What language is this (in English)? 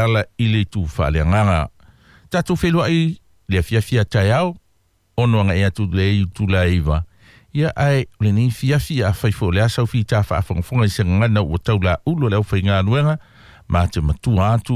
Samoan